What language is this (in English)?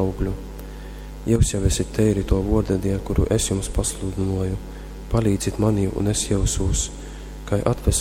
Latgalian